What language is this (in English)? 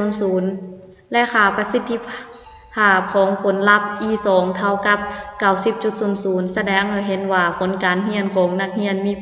Lao